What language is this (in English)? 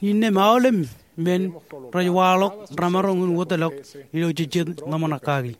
Marshallese